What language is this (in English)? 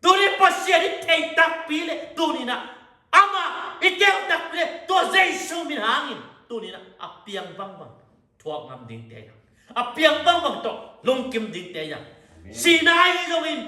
Tedim Chin